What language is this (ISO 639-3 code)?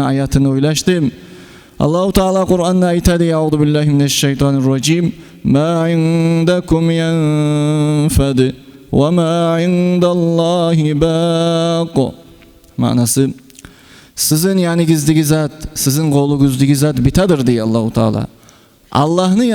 kum